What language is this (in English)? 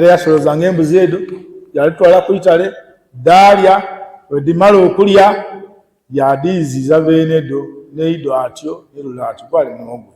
Ganda